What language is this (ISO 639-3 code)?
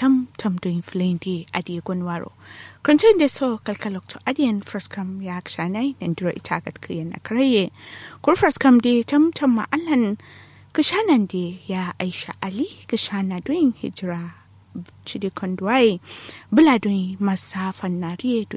kau